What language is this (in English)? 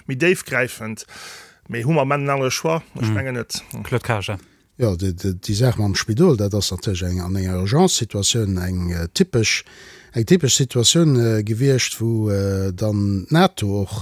Luxembourgish